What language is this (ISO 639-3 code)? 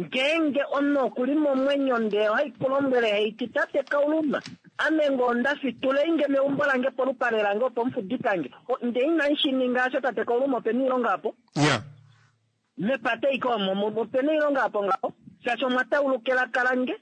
kua